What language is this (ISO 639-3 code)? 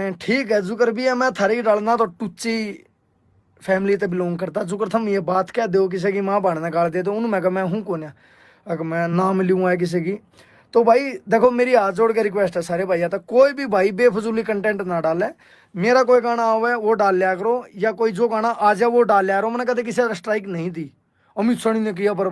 bgc